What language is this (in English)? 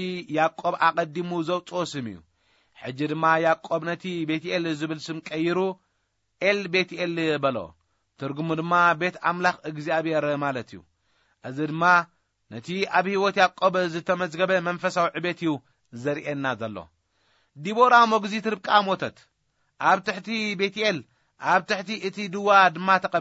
Tigrinya